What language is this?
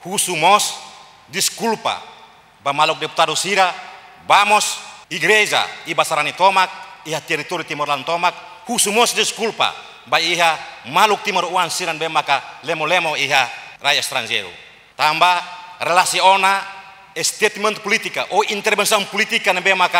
Tetum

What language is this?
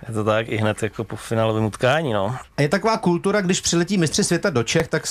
Czech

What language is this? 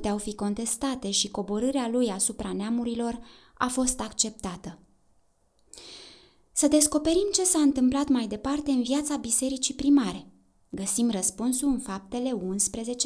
Romanian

